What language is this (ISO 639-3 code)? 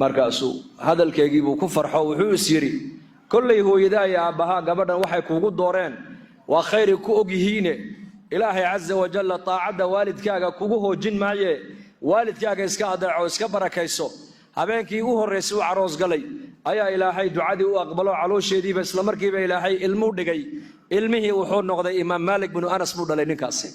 som